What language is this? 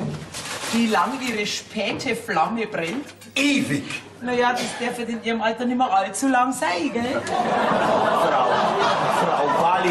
Bavarian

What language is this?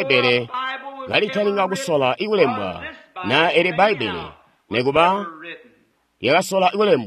Tonga (Zambia)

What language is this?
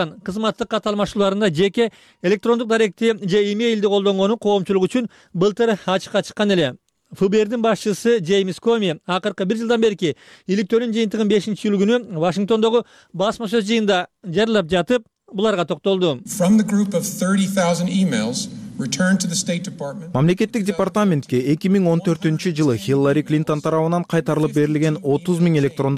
Kyrgyz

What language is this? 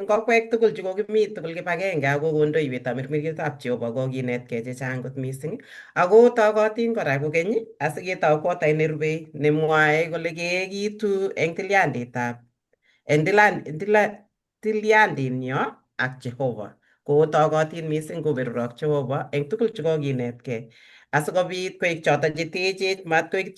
Kalenjin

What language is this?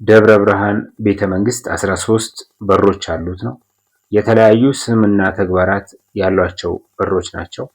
Amharic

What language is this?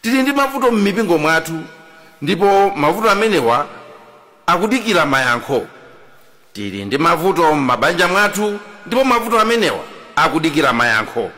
Nyanja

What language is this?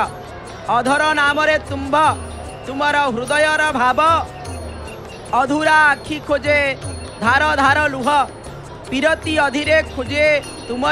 Odia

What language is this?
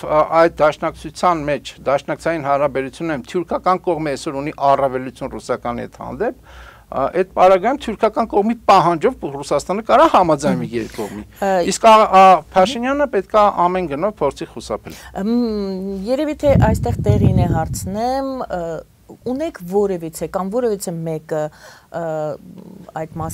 Armenian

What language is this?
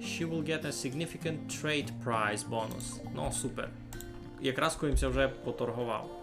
Rusyn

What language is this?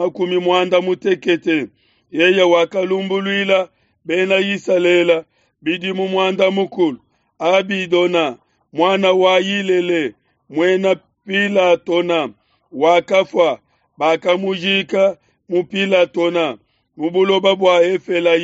Luba-Lulua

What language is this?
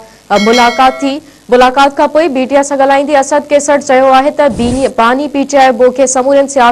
Sindhi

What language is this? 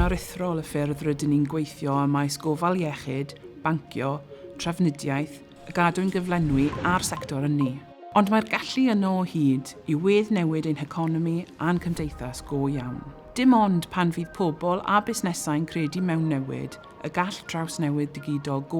Welsh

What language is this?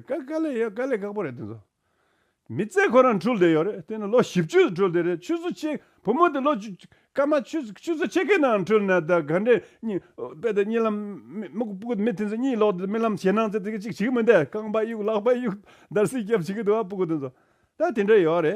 Tibetan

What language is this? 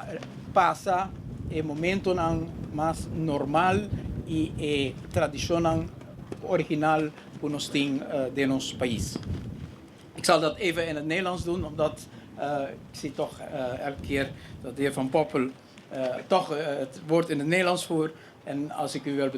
Papiamento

